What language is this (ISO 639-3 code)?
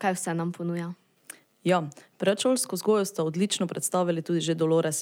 slv